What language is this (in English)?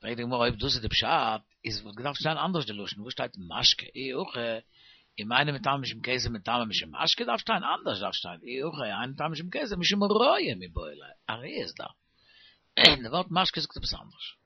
Yiddish